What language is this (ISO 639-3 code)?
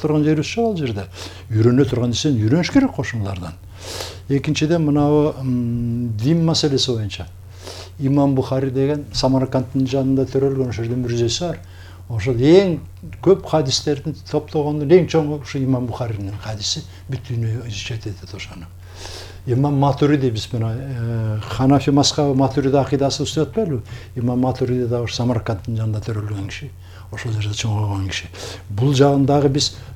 kir